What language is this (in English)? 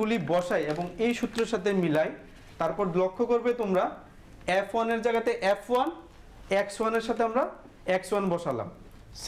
Bangla